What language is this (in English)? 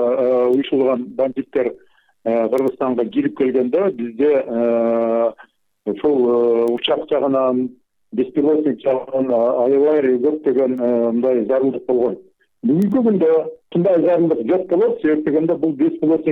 Kyrgyz